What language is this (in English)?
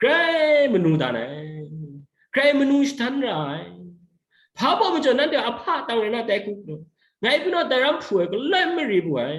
Kachin